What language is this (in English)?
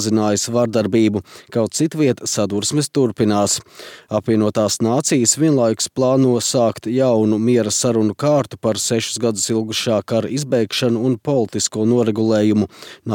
Latvian